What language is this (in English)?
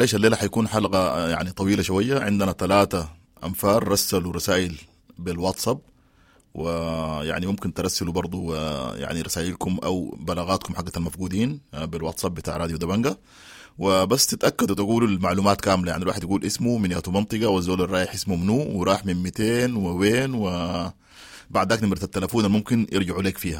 Sudanese Arabic